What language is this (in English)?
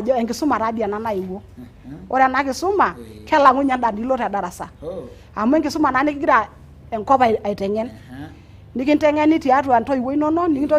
Masai